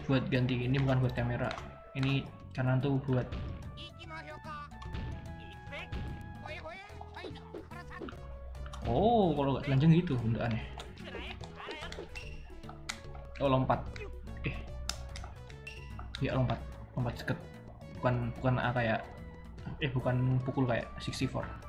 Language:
Indonesian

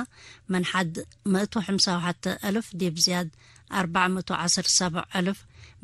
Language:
Tigre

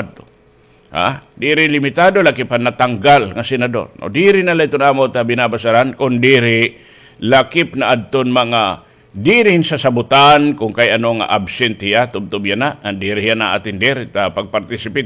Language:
Waray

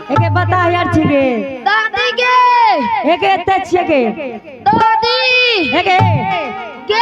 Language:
Angika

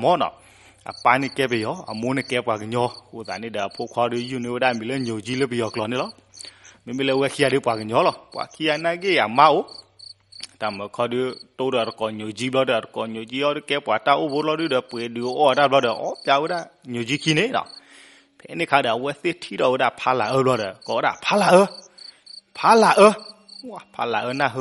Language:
S'gaw Karen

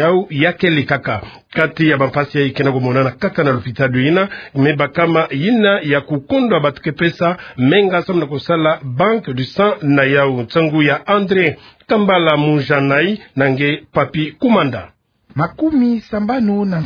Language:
Kituba (Democratic Republic of Congo)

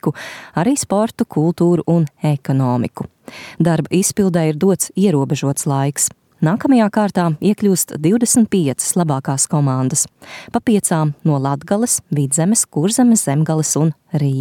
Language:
Latvian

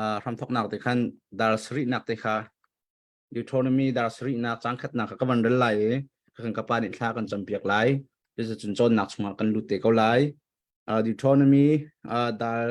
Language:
Hakha Chin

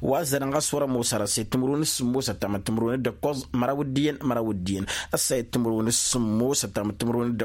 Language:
Tamasheq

